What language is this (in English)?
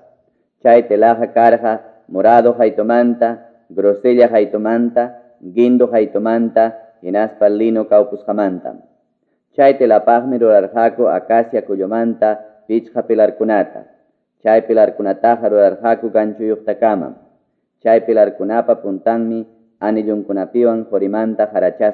Quechua